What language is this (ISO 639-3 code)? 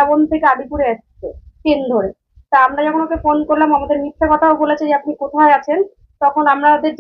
ben